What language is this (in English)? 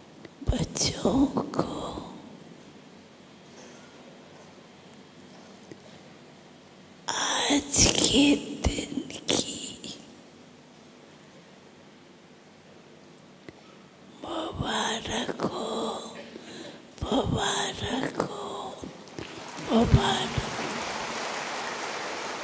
Hindi